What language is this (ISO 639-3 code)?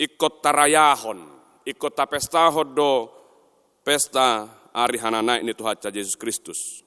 bbc